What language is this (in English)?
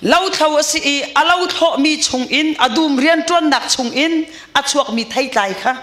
Hakha Chin